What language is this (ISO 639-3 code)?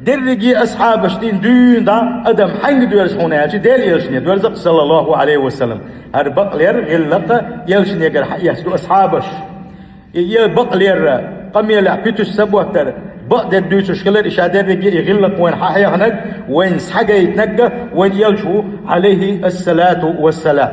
che